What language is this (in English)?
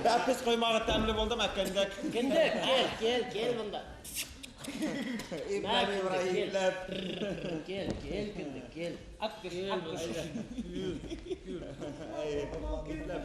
Bashkir